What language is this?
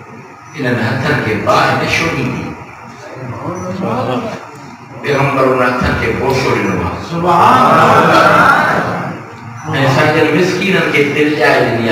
Sindhi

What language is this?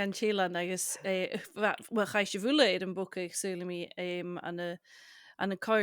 Scottish Gaelic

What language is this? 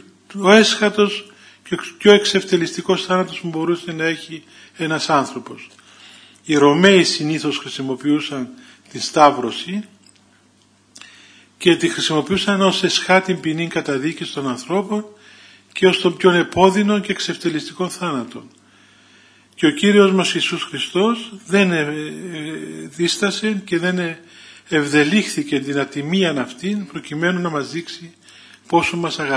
Greek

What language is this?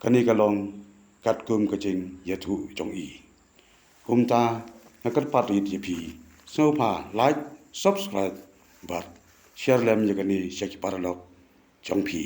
Khasi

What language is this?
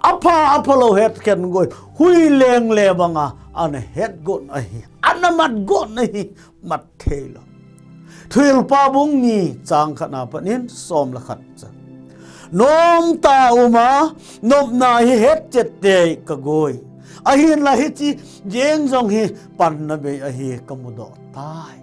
Thado Chin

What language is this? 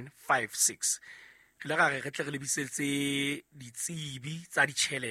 Southern Sotho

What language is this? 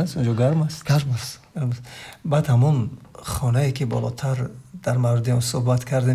Tajik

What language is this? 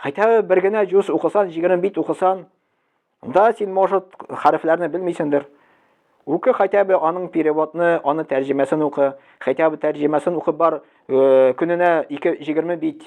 Tatar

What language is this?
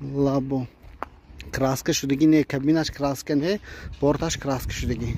Tajik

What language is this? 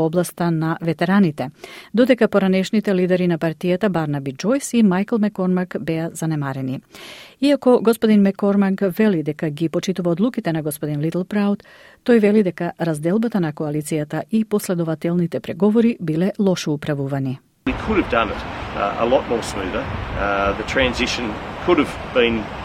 Macedonian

